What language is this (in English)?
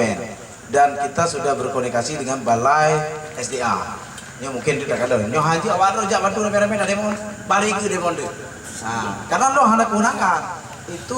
Achinese